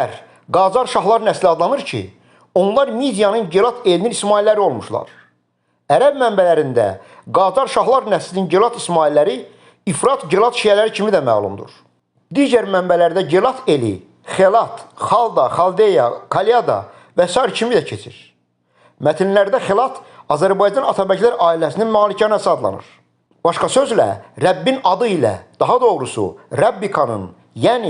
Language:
Azerbaijani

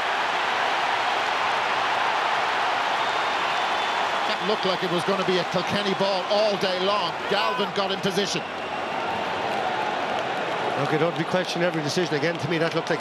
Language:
English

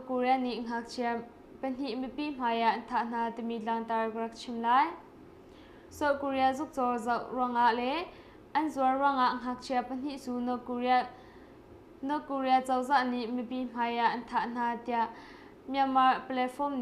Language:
Hakha Chin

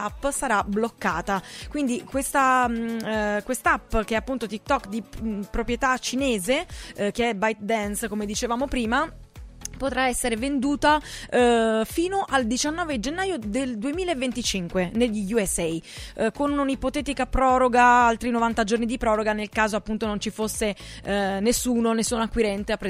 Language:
Italian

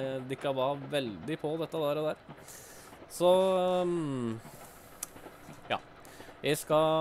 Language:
Norwegian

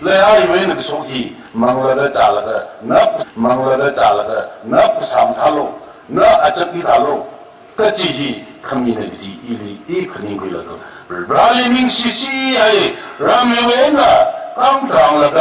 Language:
Tangkhul Naga (India)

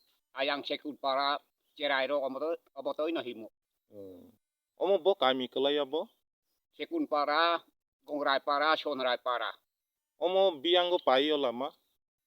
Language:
Kok Borok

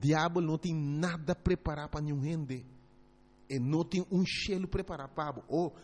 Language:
Papiamento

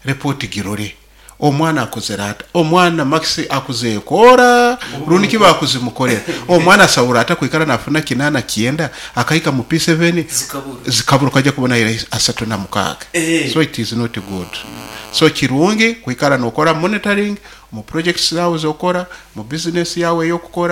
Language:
Nyankole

